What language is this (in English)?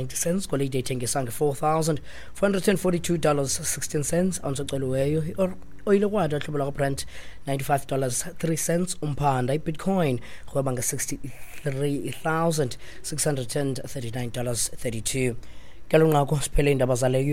Xhosa